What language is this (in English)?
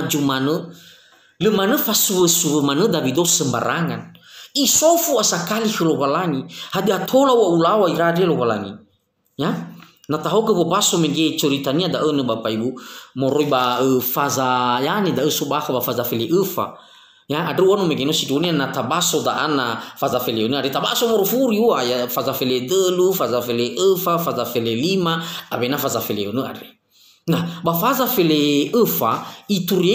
Nias